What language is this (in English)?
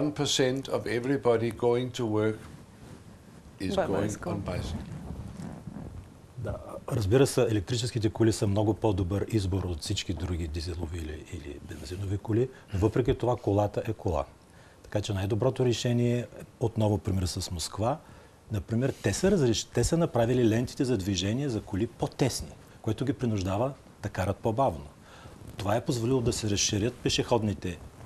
Bulgarian